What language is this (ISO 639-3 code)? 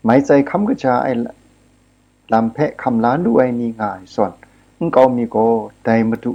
kac